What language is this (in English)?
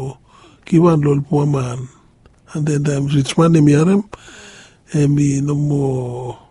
Bislama